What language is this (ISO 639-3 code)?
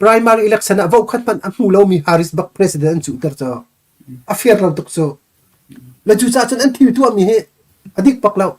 cnh